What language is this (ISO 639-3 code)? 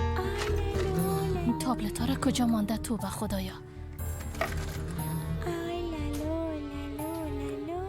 fas